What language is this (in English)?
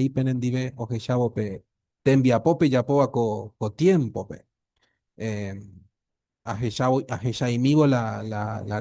Guarani